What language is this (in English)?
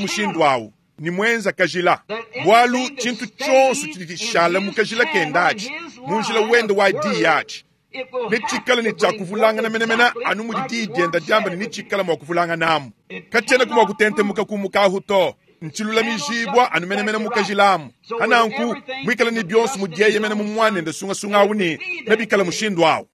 Luba-Lulua